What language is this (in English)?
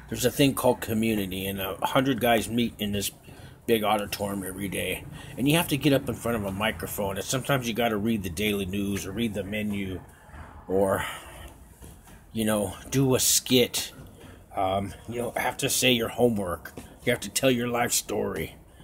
English